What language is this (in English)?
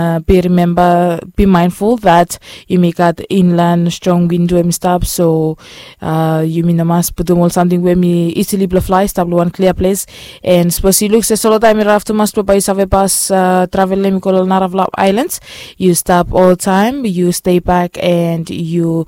Bislama